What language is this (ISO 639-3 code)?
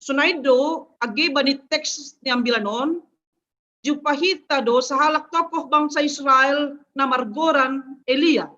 bts